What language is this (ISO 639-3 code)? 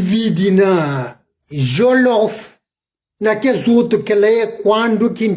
kea